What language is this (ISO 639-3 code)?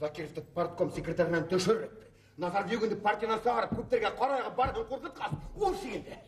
bak